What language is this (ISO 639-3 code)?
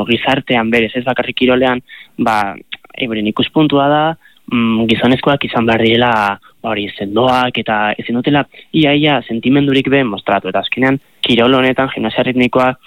eus